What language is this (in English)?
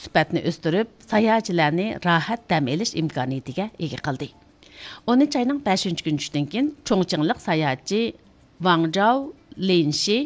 Uyghur